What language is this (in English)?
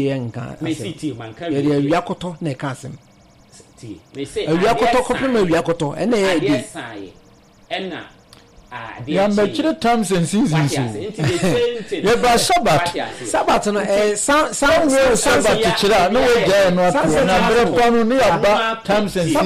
Akan